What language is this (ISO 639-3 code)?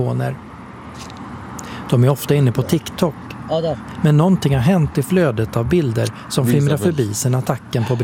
swe